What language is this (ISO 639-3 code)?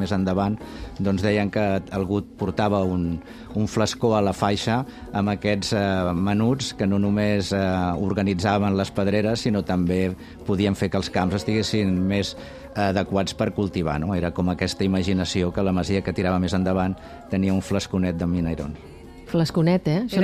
cat